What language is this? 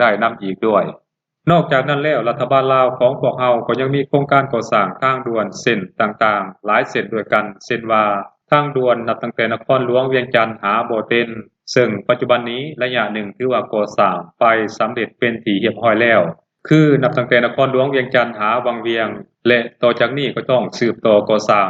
Lao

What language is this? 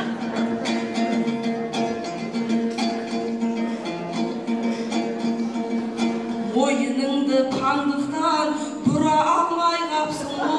Kazakh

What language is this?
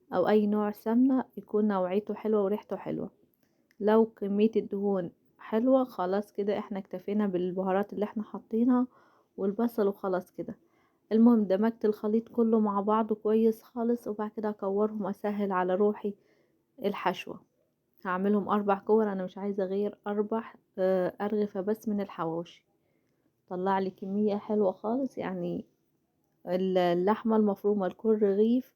Egyptian Arabic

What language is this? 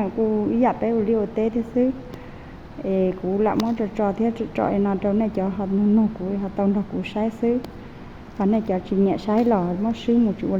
Hmong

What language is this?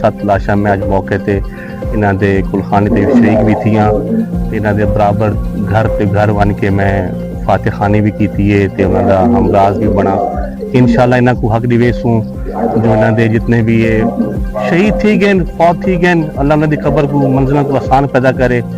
Saraiki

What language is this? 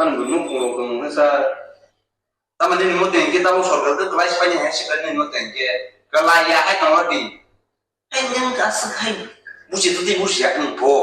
Kok Borok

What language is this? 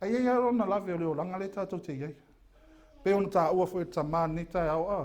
Samoan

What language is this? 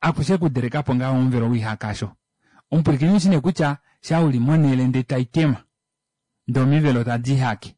Kuanyama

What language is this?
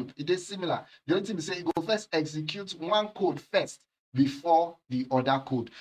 Nigerian Pidgin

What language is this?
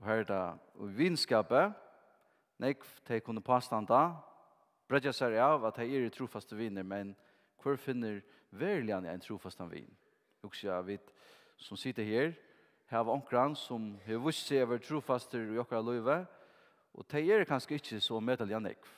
Faroese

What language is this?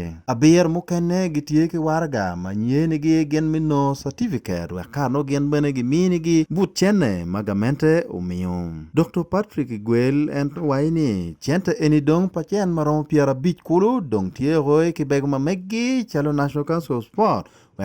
Acoli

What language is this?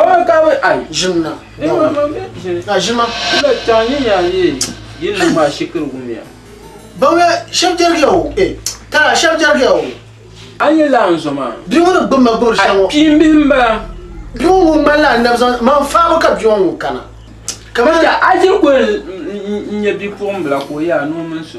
Dagbani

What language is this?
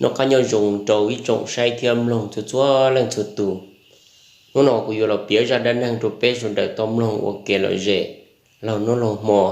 Hmong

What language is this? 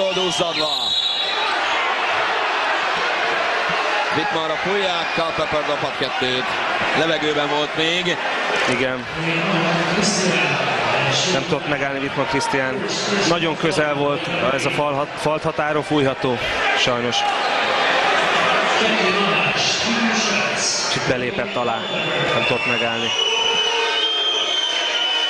Hungarian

